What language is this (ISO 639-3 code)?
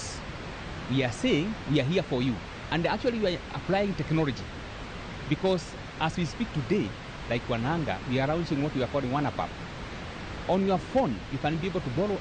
luo